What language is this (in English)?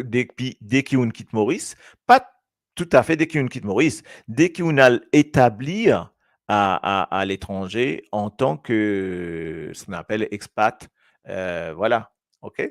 Morisyen